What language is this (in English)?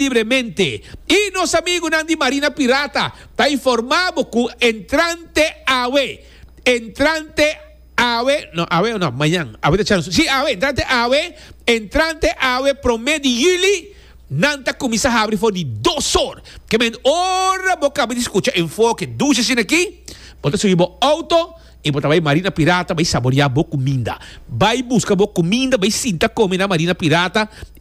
Papiamento